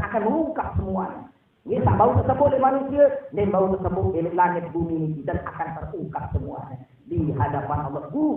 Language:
Sasak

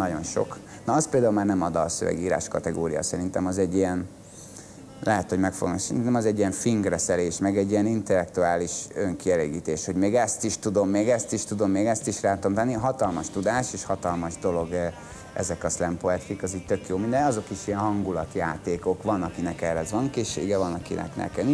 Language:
Hungarian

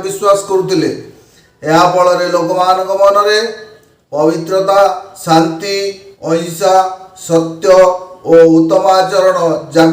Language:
Odia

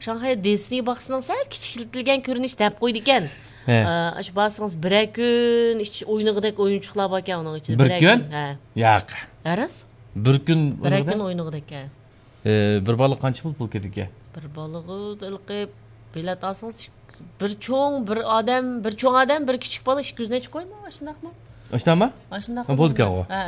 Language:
Uyghur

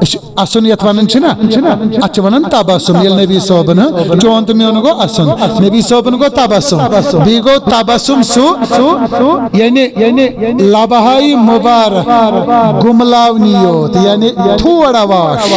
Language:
Kashmiri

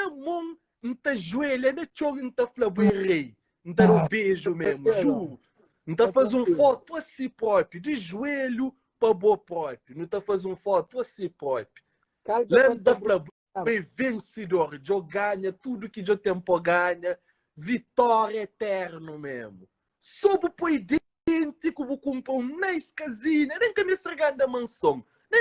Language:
Kabuverdianu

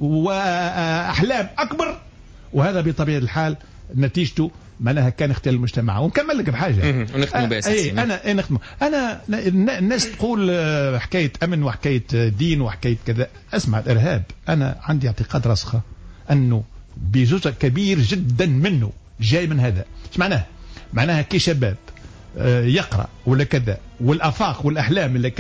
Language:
Tunisian Arabic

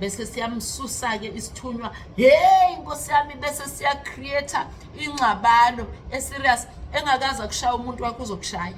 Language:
Zulu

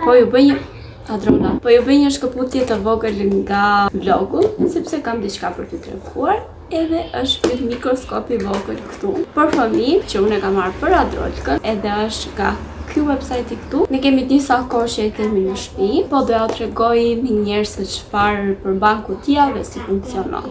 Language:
Albanian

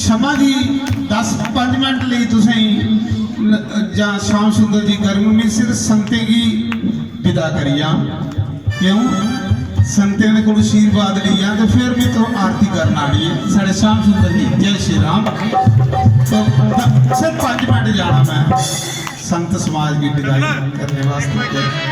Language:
Dogri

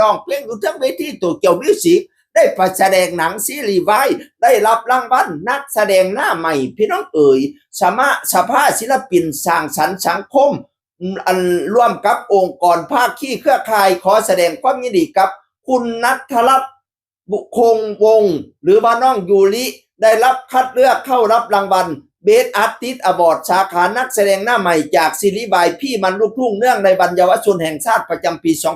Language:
Northeastern Thai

